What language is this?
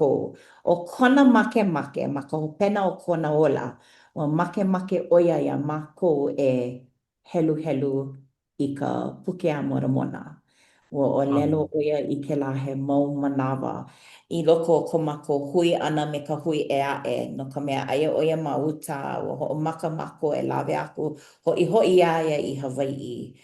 Hawaiian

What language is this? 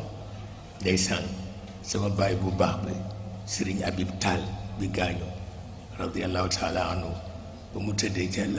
Wolof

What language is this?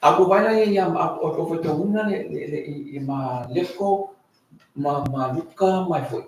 Samoan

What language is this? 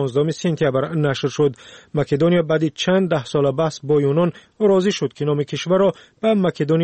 Persian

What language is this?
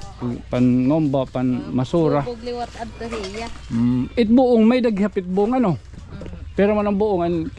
Waray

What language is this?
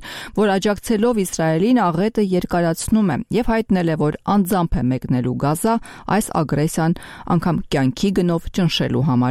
Armenian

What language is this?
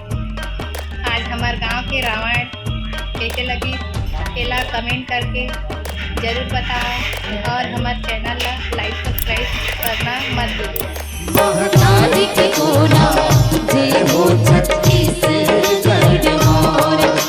Chhattisgarhi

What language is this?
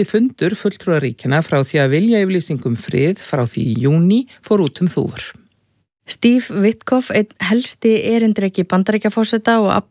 Icelandic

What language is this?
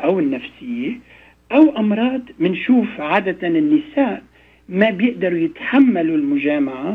North Levantine Arabic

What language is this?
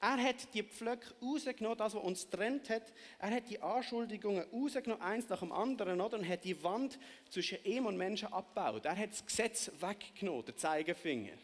Swiss German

